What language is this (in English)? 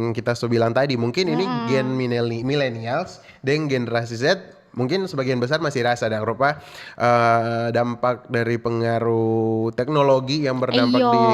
Manado Malay